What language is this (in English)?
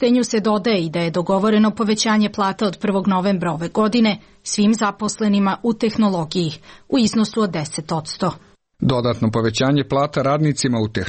Serbian